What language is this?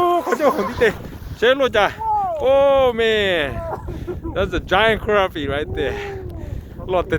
Hmong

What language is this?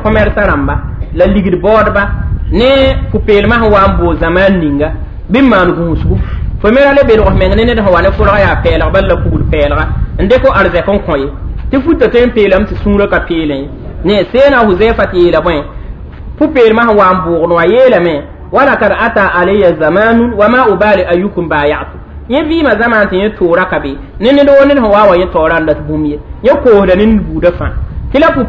Mossi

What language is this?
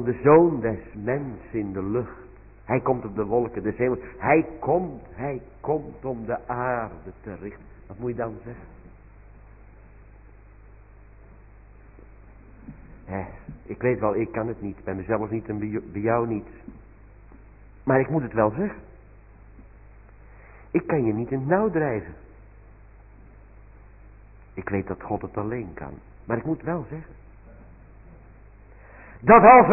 Dutch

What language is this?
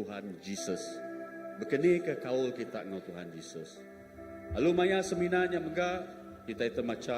Iban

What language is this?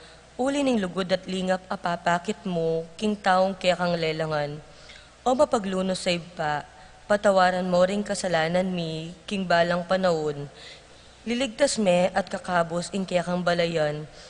Pampanga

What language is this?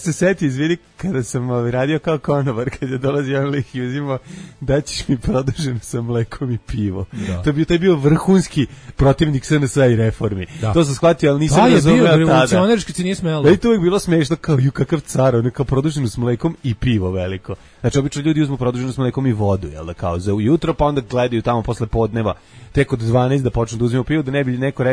Serbian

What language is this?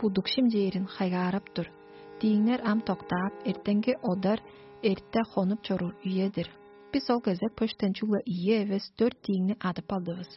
Tuvinian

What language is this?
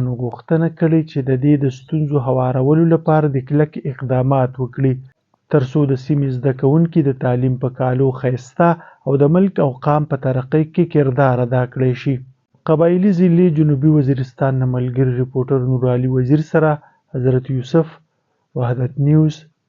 Pashto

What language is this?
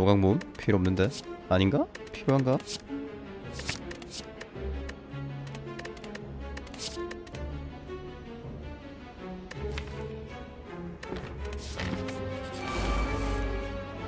Korean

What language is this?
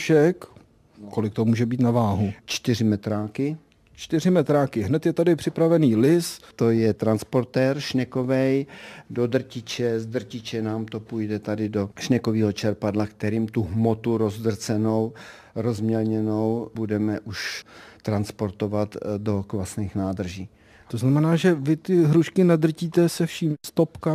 Czech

